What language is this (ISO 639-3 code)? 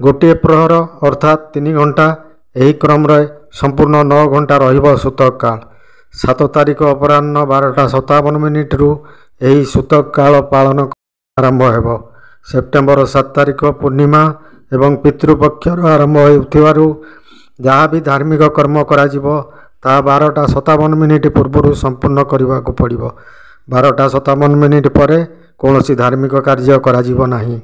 ori